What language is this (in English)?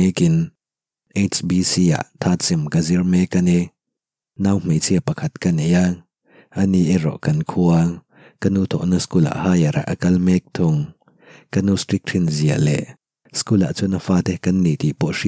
Mizo